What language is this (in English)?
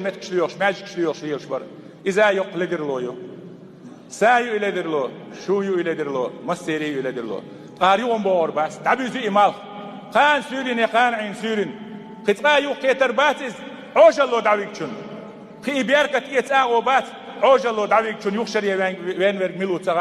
Chechen